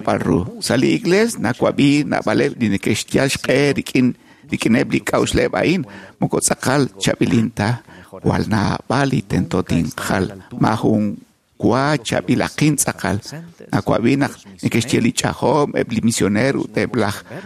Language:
Kekchí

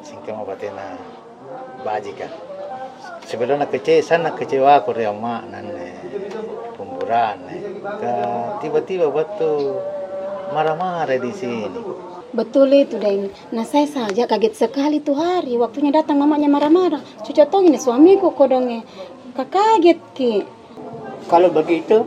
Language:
Makassar Malay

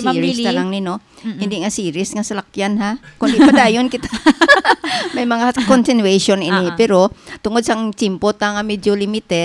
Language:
Hiligaynon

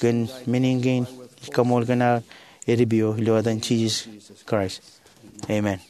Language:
Marshallese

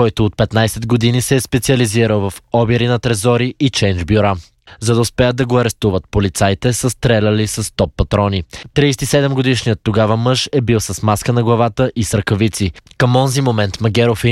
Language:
Bulgarian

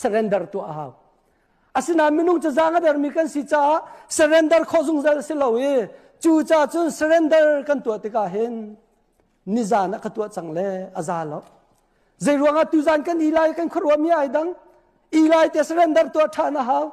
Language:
Hakha Chin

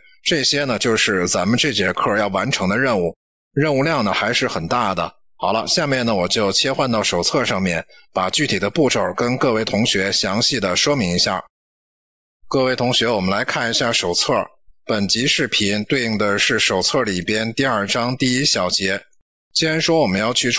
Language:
Chinese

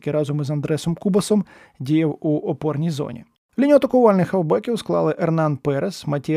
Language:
Ukrainian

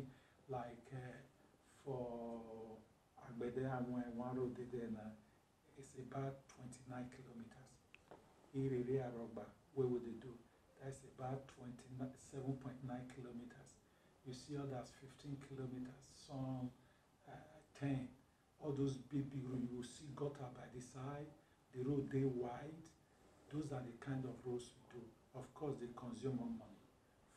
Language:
Nigerian Pidgin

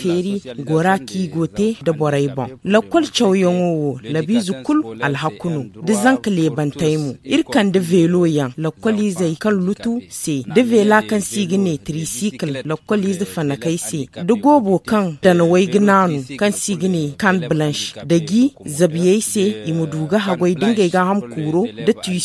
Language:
Zarma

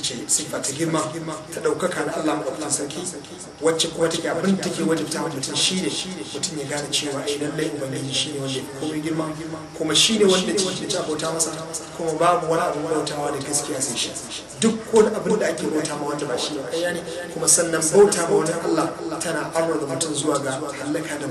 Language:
Hausa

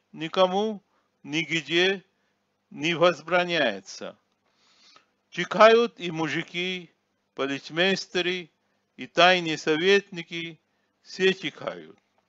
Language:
Russian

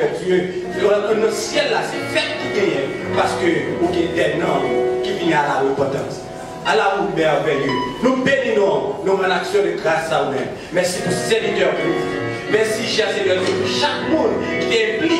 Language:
Haitian Creole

